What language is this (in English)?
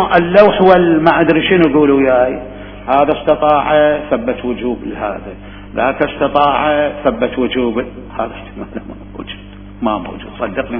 Mesopotamian Arabic